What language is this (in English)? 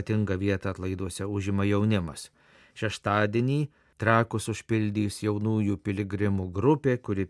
Lithuanian